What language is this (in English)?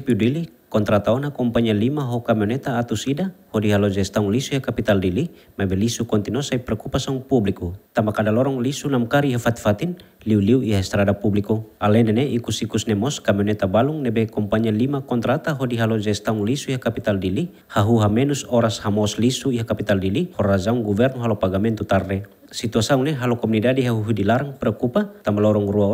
Tetum